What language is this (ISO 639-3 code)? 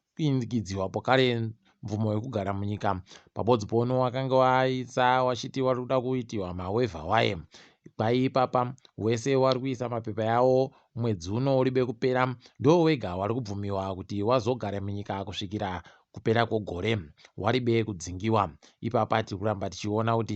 ndc